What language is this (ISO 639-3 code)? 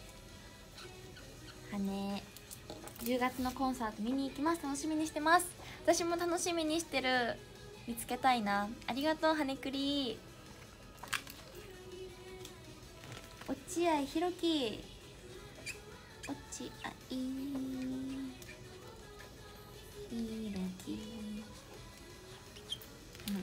jpn